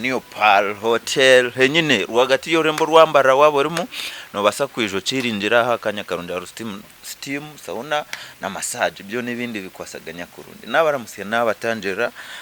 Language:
Nyankole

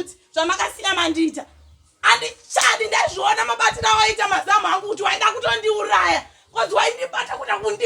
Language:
Shona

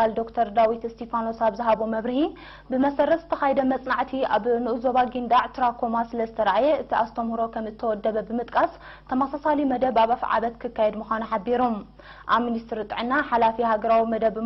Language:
Tigrinya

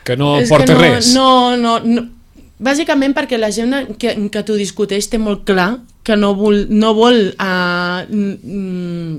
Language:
Catalan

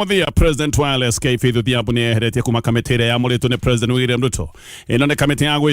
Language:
Kikuyu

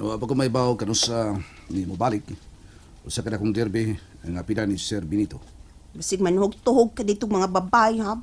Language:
Cebuano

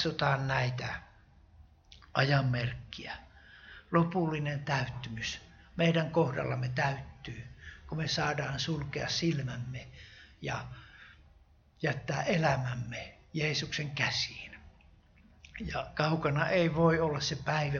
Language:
Finnish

